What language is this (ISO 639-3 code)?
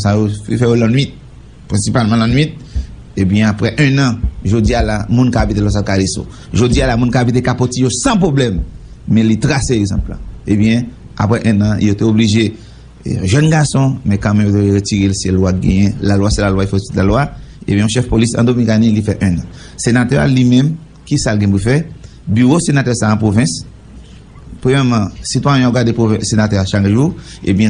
hat